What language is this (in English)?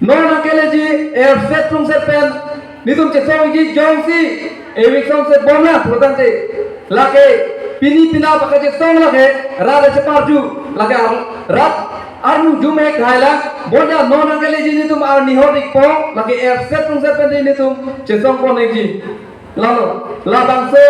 Karbi